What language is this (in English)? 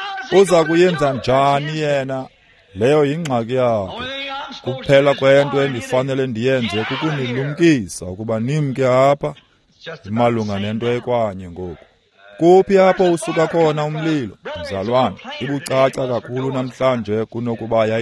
Xhosa